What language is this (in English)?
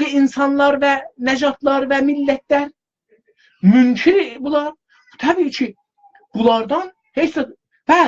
South Azerbaijani